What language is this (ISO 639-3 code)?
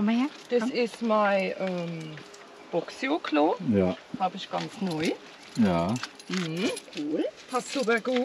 deu